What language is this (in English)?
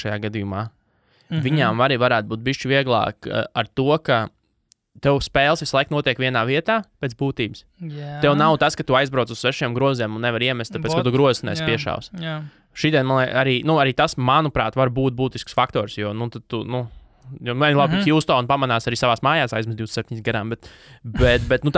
Latvian